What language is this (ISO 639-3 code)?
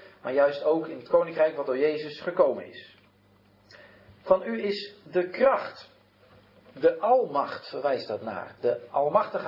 nld